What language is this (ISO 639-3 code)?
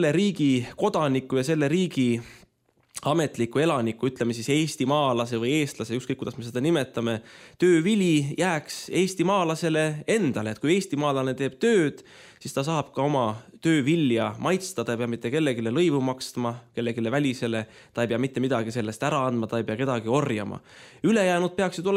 est